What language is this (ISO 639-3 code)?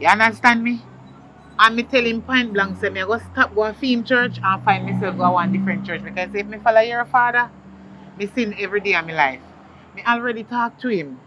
jam